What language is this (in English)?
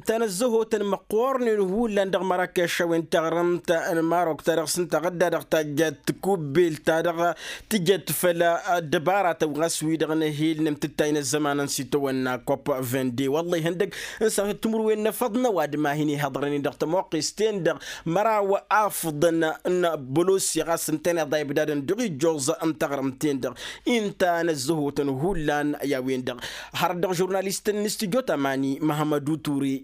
Tamasheq